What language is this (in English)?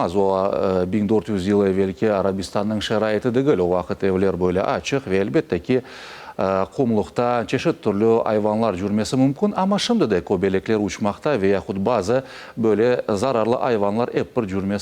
Crimean Tatar